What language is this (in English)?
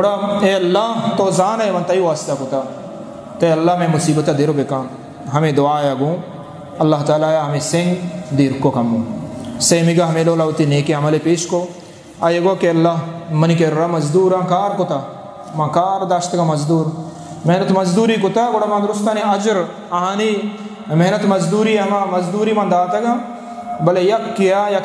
Eastern Balochi